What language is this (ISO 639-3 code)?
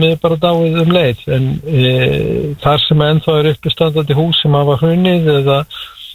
isl